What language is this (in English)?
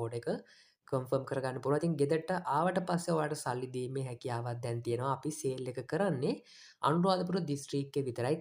Sinhala